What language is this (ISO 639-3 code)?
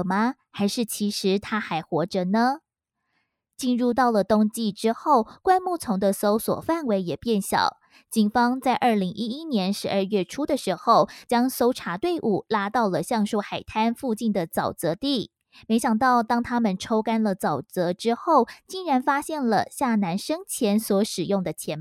zho